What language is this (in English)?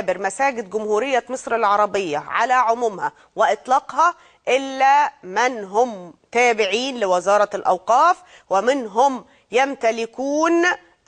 Egyptian Arabic